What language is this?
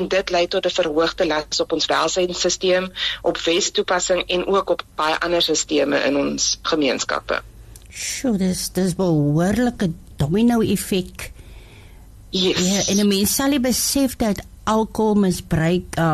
Afrikaans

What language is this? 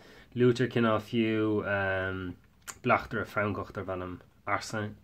Irish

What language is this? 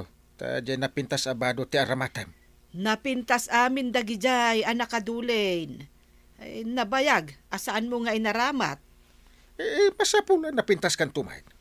Iloko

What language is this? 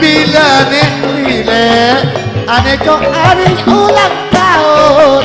Madurese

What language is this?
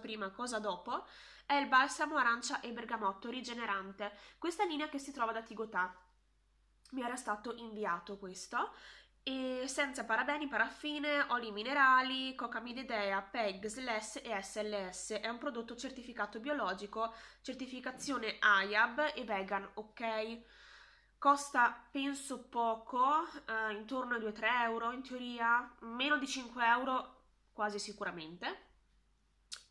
Italian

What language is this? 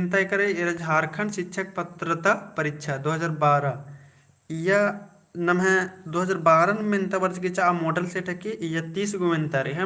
Kurukh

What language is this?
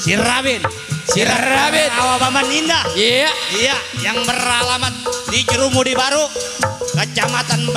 Betawi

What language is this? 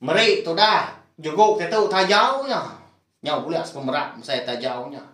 Iban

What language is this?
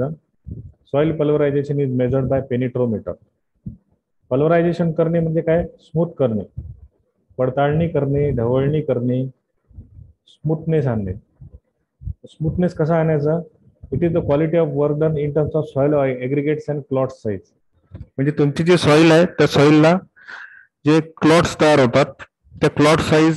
Marathi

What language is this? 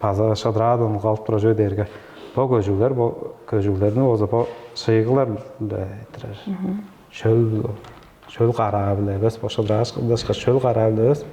Tuvinian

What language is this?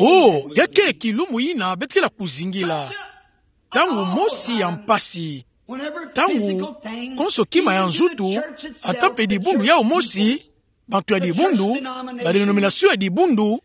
Kituba (Democratic Republic of Congo)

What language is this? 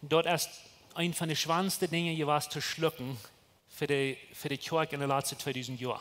Plautdietsch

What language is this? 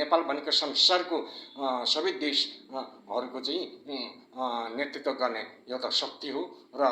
Nepali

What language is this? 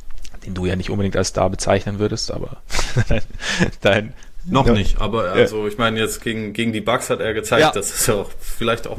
German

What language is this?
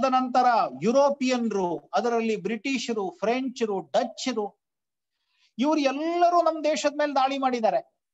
Kannada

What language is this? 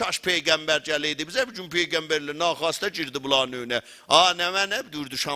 South Azerbaijani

